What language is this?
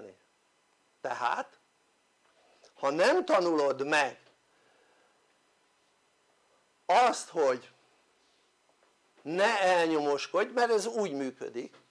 Hungarian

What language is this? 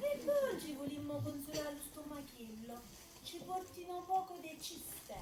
Neapolitan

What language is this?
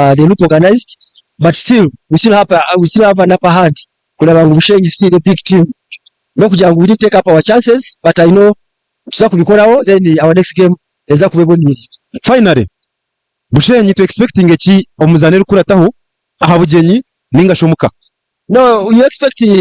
Nyankole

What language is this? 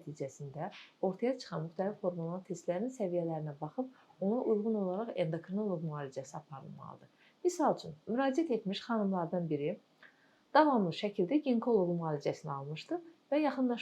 Azerbaijani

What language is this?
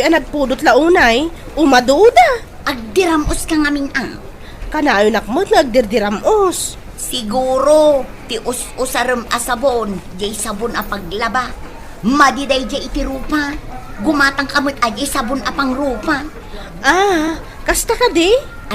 Iloko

